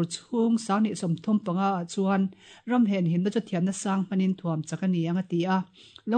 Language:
Mizo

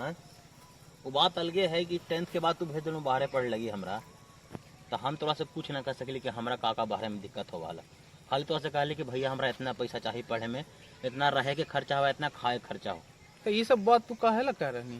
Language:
Magahi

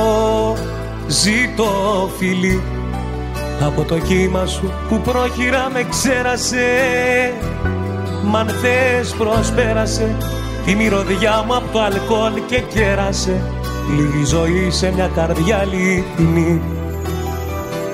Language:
Greek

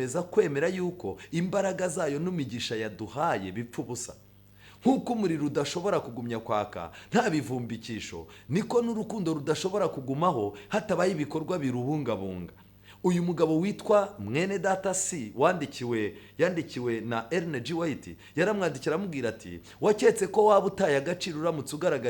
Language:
Kinyarwanda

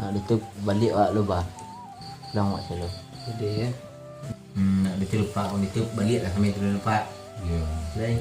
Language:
Minangkabau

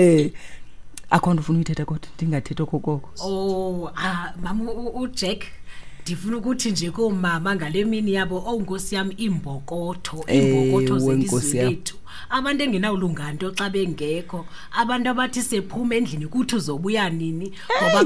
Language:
Xhosa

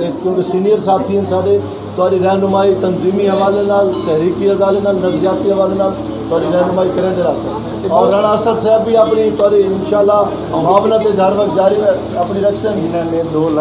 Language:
Saraiki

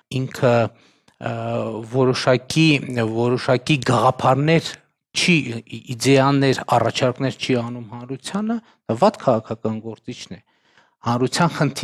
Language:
Armenian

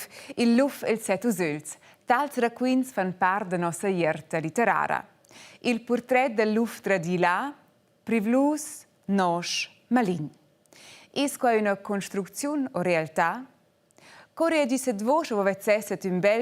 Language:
Romansh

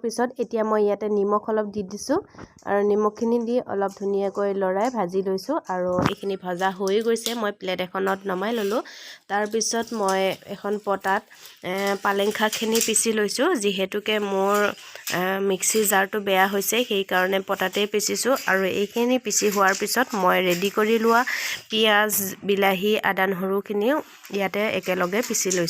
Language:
Assamese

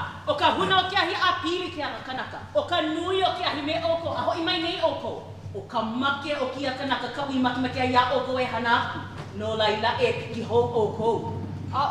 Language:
Hawaiian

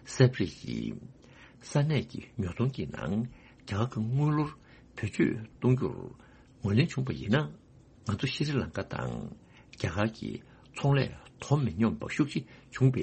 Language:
Tibetan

